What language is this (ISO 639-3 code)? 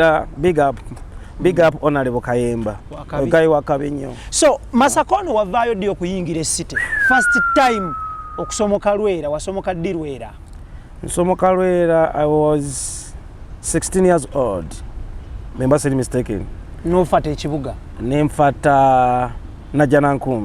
lug